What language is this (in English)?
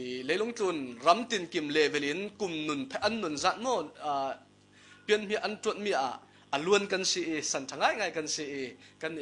Falam Chin